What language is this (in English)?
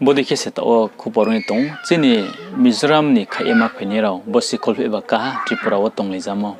Riang (India)